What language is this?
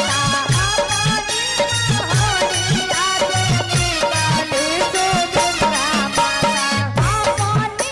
Magahi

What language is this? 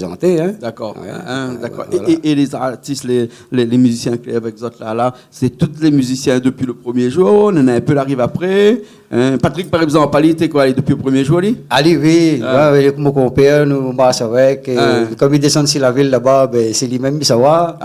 Réunion Creole French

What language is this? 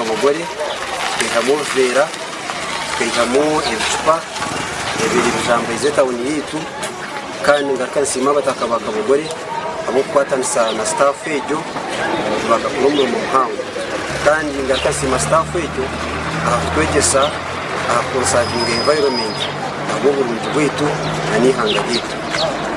Nyankole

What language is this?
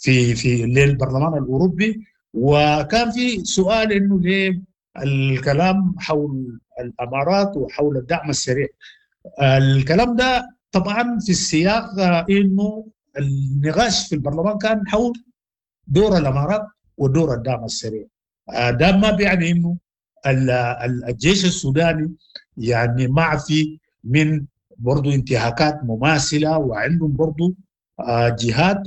Sudanese Arabic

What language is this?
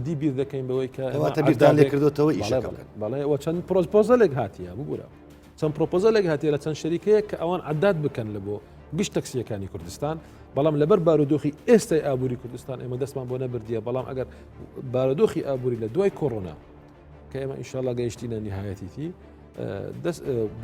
Central Kurdish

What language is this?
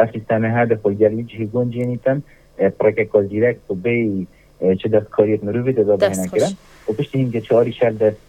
Kurdish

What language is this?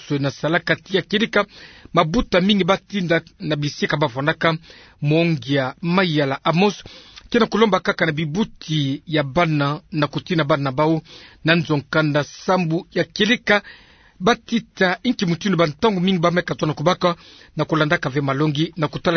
Kituba (Democratic Republic of Congo)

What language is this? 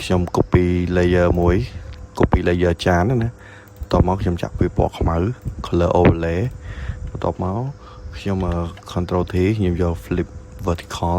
Khmer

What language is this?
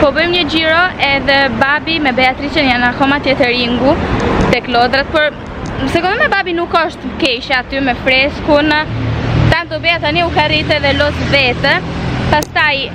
Albanian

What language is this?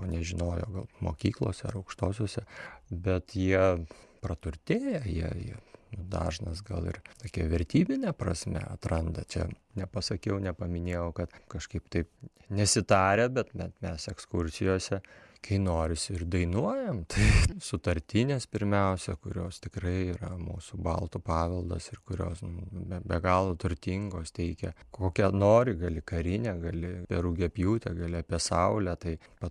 Lithuanian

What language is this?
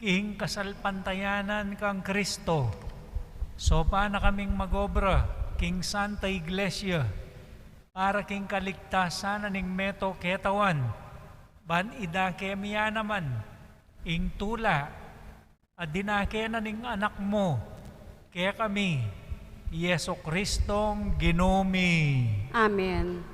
Pampanga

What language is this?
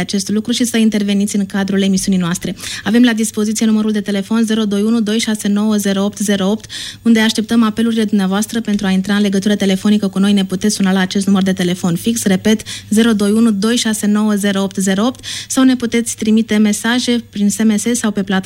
Romanian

